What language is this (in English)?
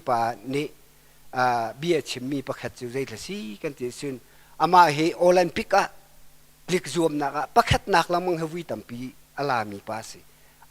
Hakha Chin